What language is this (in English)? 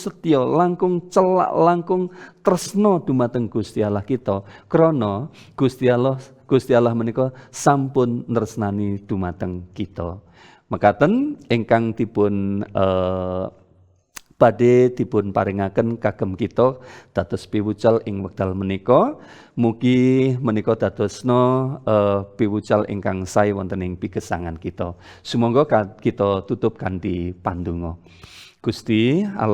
Javanese